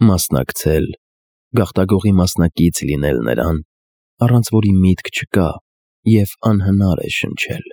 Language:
Armenian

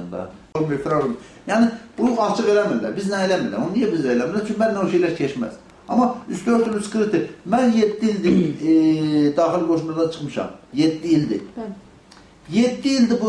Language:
Azerbaijani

